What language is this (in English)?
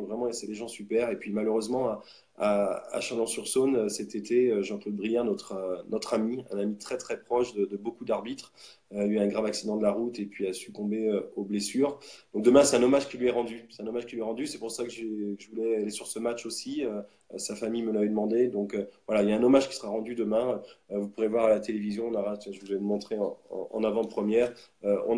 French